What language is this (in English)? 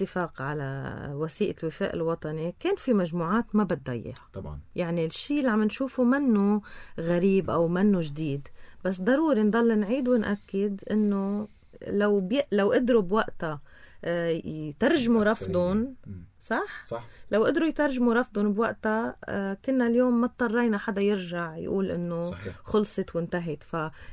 North Levantine Arabic